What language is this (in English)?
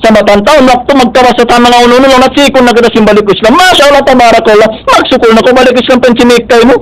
Tausug